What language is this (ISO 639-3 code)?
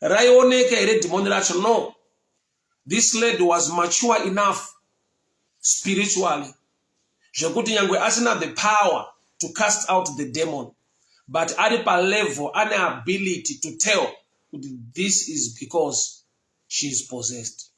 sna